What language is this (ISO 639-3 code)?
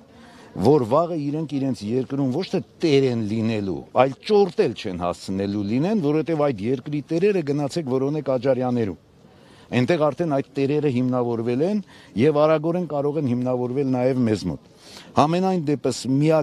hye